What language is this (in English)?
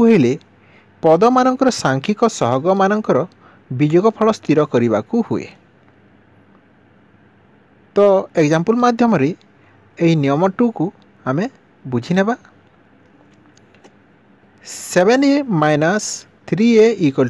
Odia